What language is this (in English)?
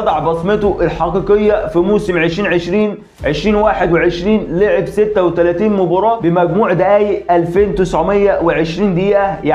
Egyptian Arabic